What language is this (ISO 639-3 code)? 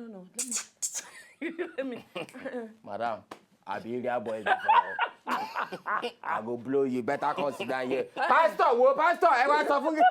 pcm